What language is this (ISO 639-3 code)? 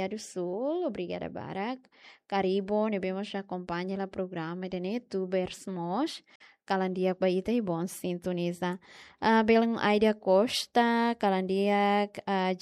tet